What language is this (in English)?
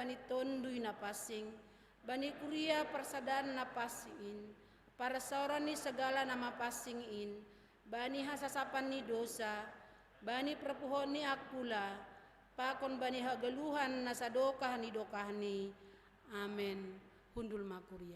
Batak Simalungun